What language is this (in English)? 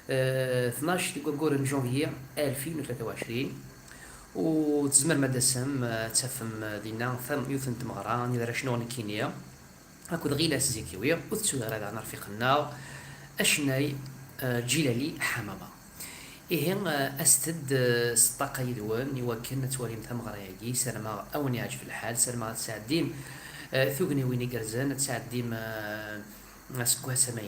Kabyle